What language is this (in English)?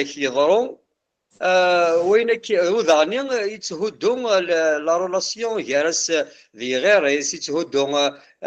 Kabyle